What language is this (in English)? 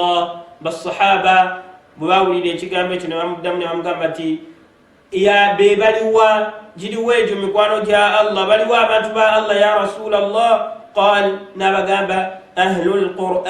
Ganda